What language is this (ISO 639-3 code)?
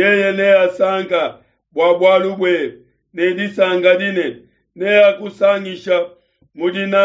lua